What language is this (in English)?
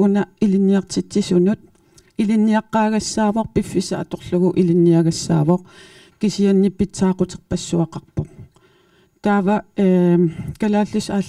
Kalaallisut